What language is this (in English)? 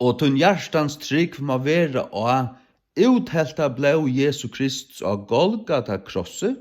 Faroese